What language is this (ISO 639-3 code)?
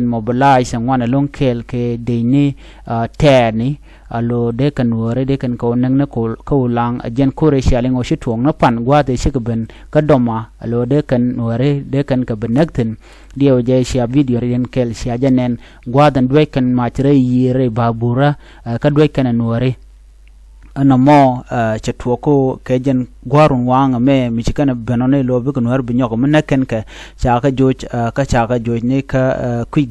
nus